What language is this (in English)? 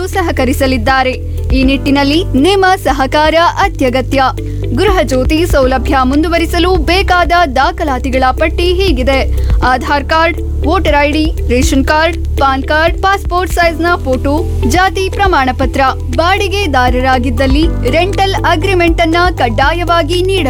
Kannada